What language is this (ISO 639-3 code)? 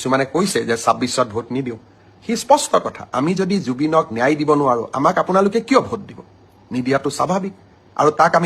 asm